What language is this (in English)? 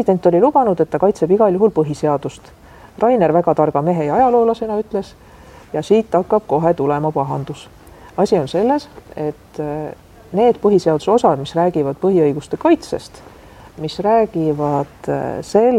Estonian